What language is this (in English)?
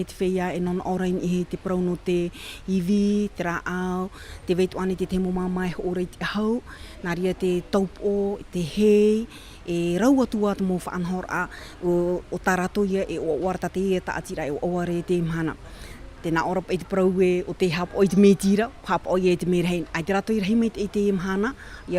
Tahitian